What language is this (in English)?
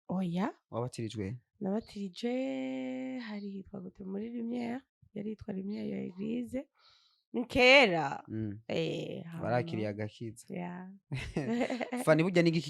Rundi